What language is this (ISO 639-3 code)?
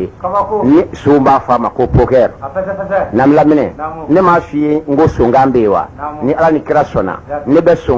bam